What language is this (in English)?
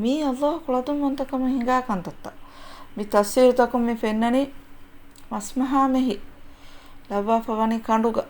Divehi